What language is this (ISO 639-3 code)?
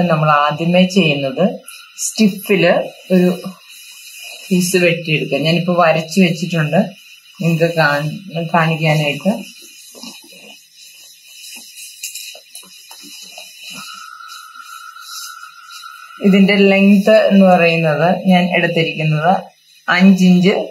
mal